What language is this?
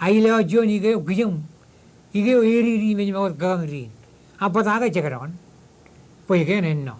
Marshallese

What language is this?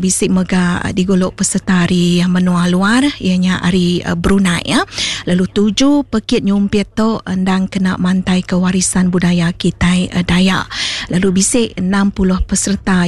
Iban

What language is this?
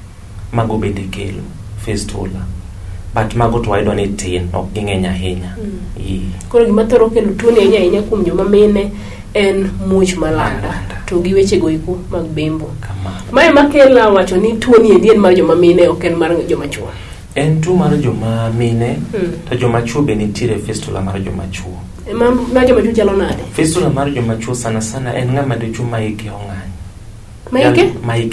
Luo (Kenya and Tanzania)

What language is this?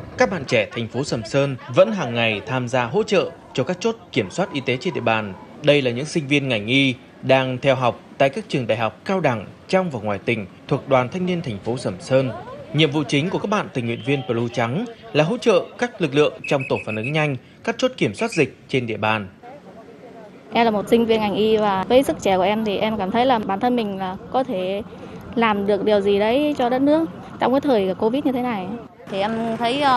Vietnamese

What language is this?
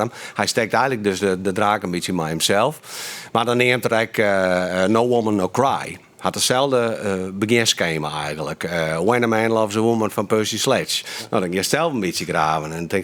Western Frisian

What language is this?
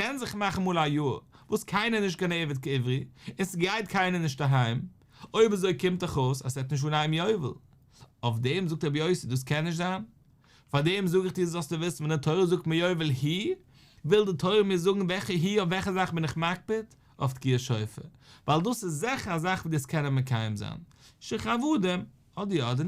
Yiddish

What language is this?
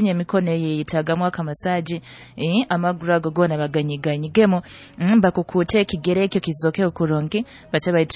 Nyoro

